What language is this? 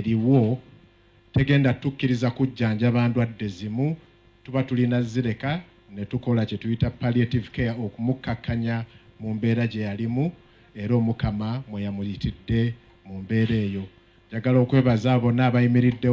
Ganda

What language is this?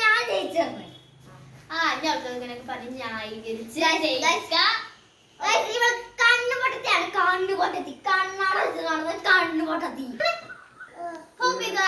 Malayalam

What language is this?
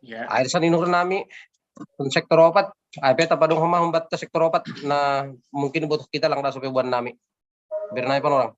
Batak Simalungun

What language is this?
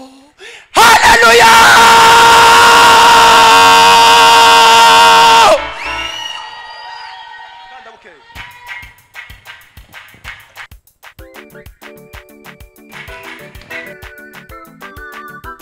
Kinyarwanda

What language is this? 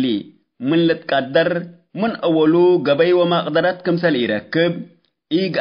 Tigre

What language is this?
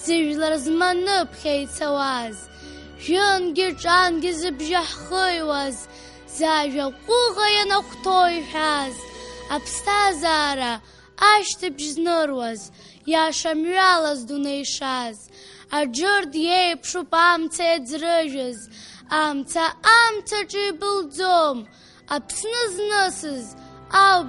Abkhazian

